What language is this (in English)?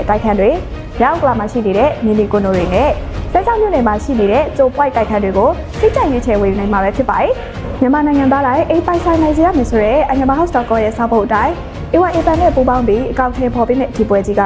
Burmese